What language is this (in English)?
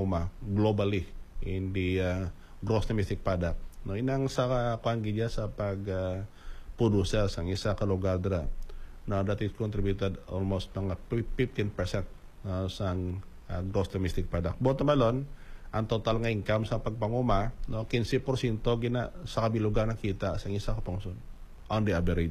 Hiligaynon